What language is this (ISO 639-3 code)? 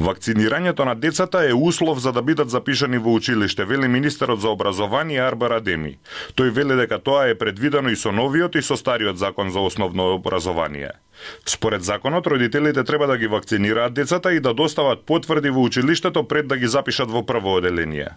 mkd